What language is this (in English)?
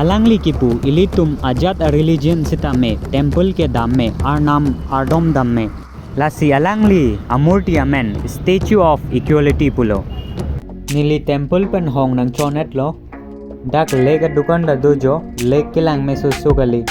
Karbi